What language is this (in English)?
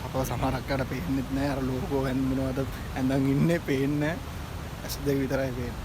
Sinhala